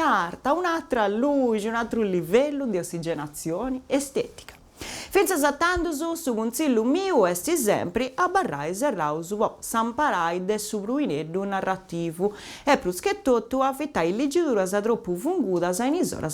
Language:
Sardinian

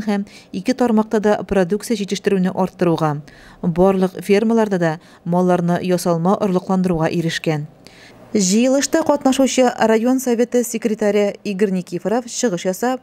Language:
Tatar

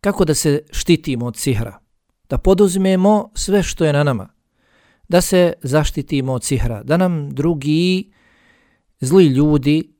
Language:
Bosnian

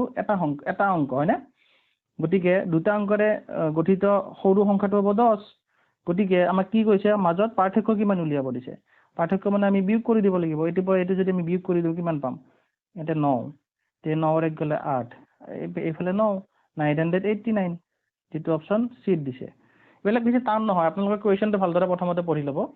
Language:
Assamese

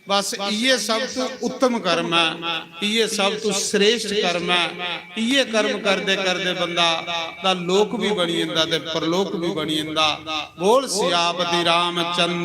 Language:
Dogri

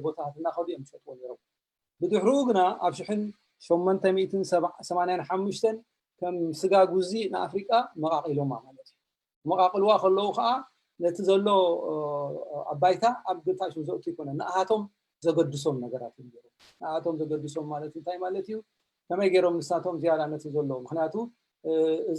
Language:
Tigrinya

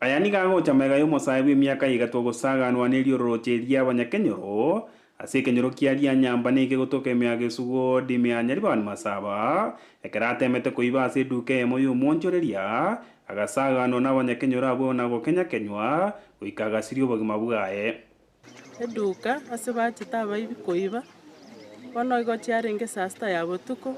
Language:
Gusii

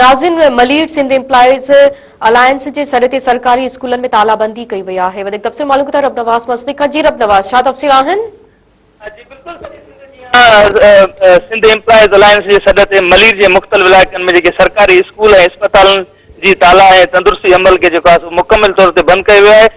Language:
Sindhi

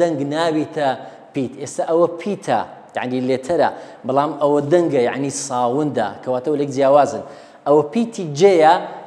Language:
Central Kurdish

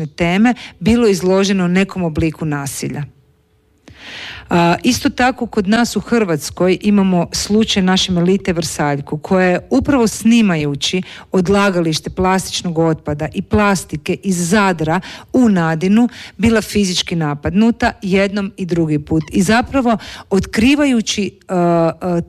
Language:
Croatian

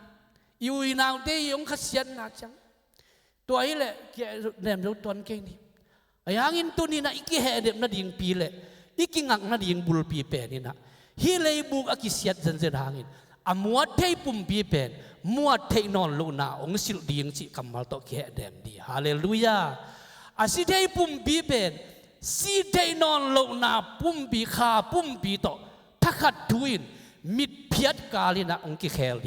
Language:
Tedim Chin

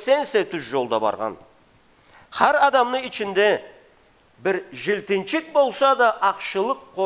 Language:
Karachay-Balkar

